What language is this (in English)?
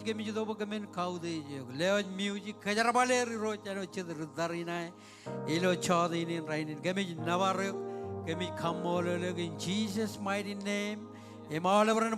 Marshallese